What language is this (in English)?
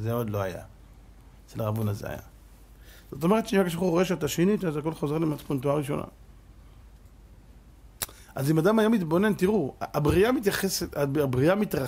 Hebrew